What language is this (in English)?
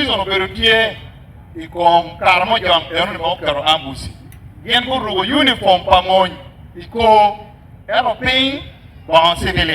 Acoli